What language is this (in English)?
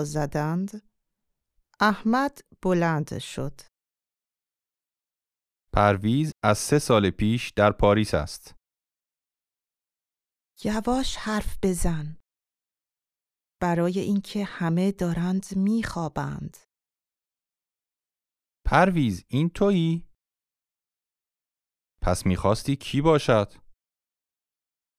Persian